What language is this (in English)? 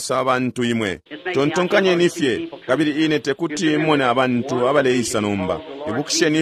Bemba